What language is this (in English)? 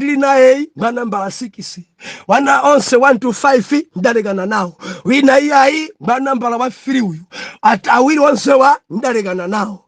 Nyanja